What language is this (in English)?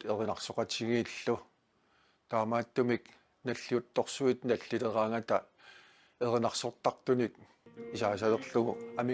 Kalaallisut